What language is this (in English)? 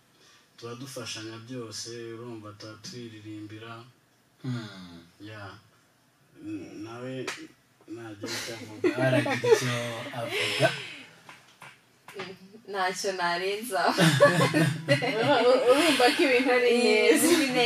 Kinyarwanda